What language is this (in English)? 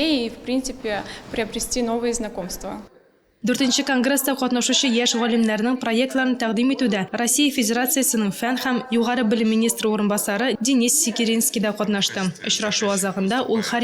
Tatar